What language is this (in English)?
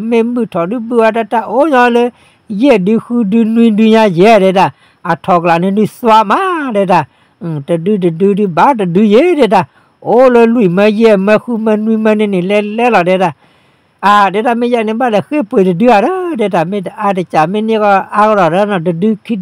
S'gaw Karen